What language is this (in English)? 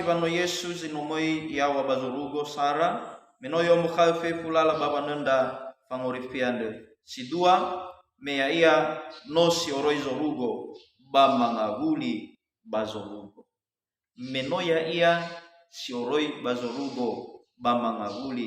Nias